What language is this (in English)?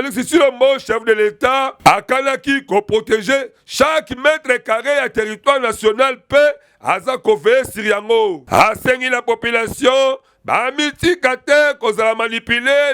Lingala